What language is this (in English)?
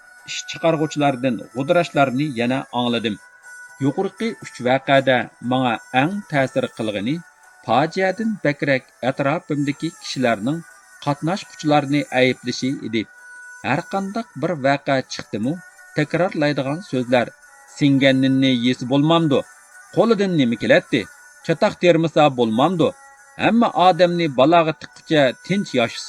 Uyghur